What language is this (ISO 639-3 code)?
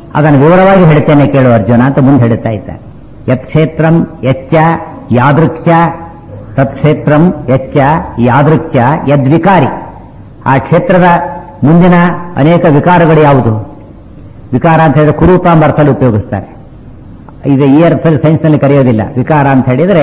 kan